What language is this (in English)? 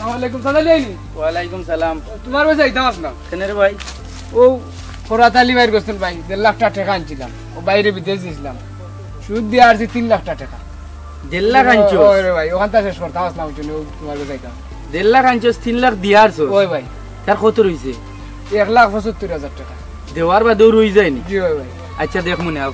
Sylheti